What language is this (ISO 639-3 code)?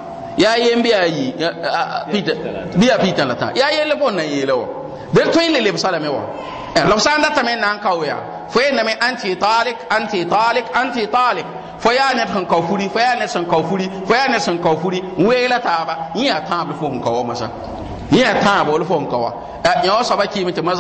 mos